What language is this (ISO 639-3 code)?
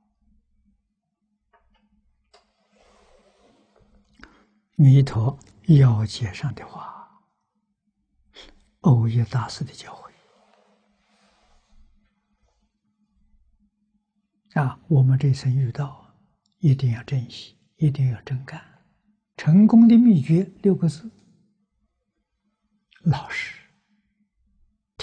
zho